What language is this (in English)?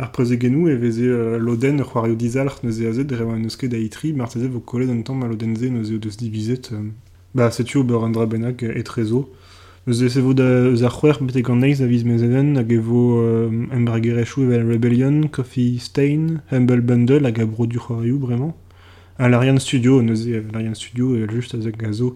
Breton